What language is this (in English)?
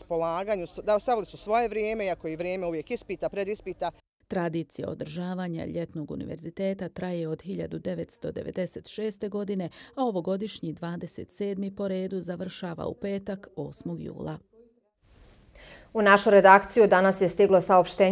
Bosnian